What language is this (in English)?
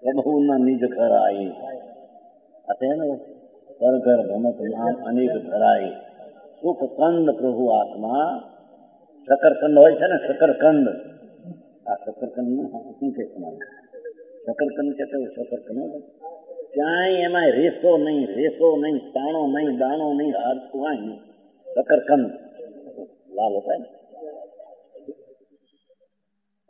Gujarati